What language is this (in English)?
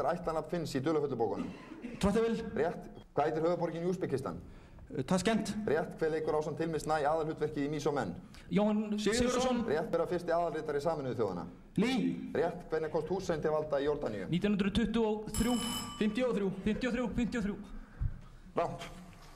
Icelandic